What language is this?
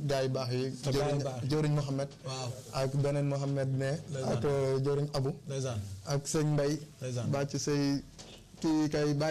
Wolof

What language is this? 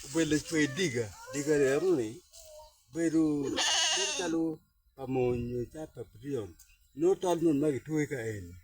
Acoli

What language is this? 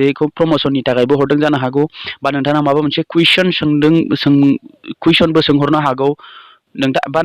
Bodo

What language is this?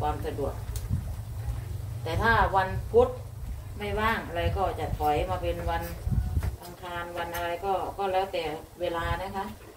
Thai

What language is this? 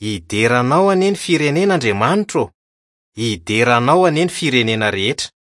Malagasy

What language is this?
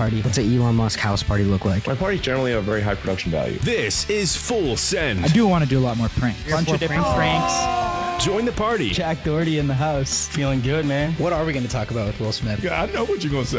English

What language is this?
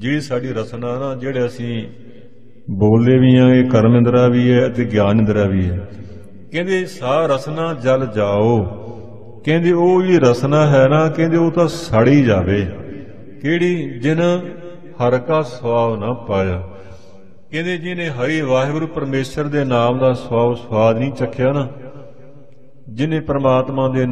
Punjabi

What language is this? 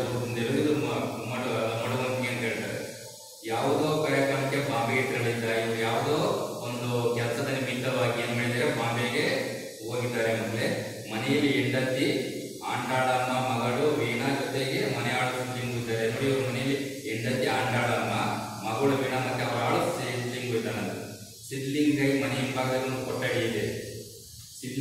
Kannada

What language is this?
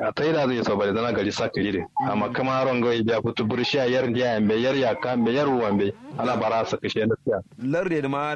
Kanuri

